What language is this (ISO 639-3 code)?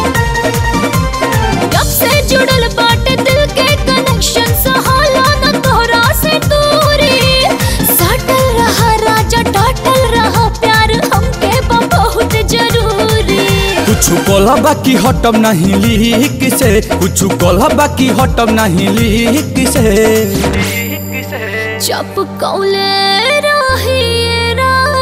bho